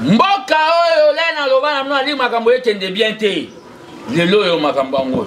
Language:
Lingala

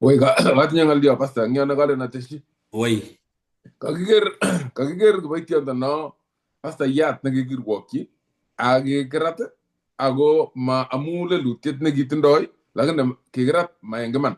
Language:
Kalenjin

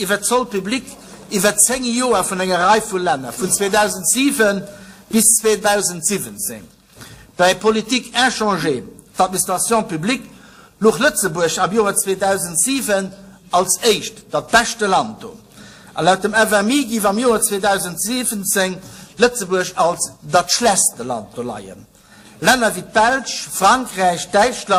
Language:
Luxembourgish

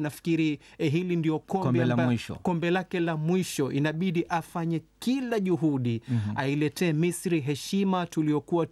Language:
Swahili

